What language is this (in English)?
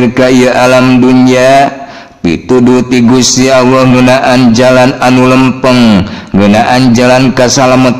Sundanese